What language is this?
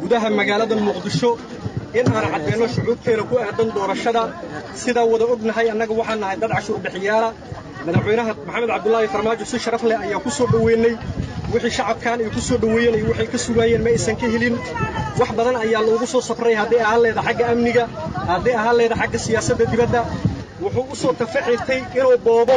Somali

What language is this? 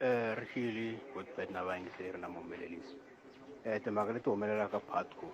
Tsonga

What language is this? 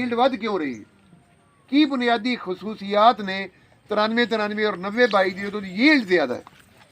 Saraiki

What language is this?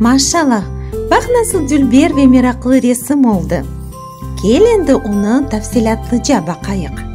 Crimean Tatar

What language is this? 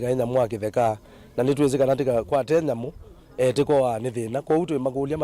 Kamba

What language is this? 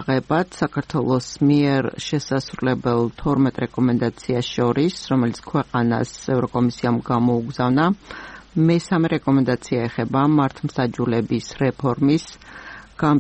Georgian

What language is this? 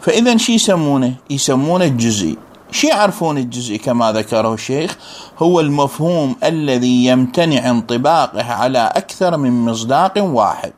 Mesopotamian Arabic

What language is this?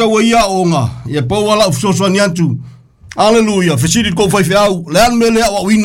Samoan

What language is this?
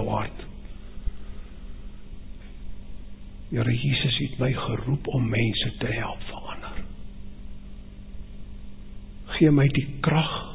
Afrikaans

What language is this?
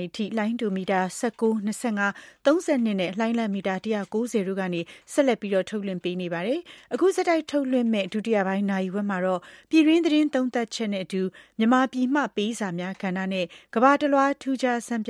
Burmese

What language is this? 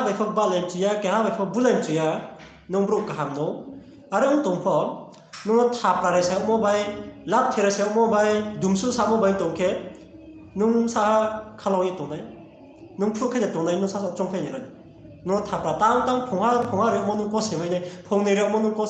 Riang (India)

